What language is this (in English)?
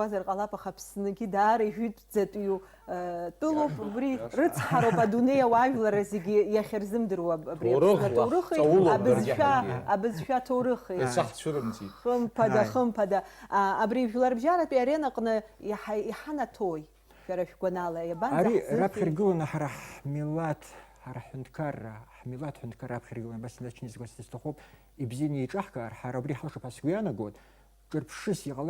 Abkhazian